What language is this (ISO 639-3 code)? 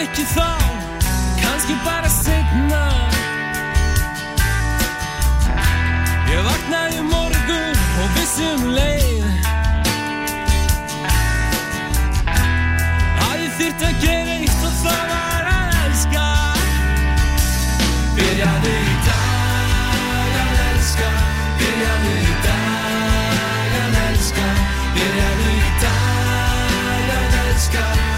isl